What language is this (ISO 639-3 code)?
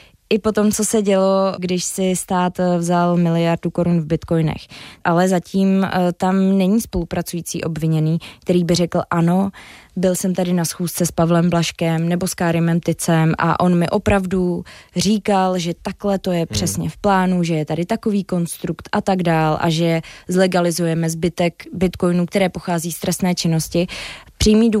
ces